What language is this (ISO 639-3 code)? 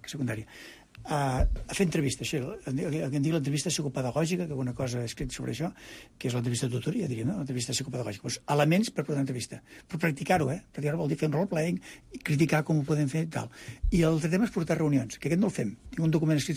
cat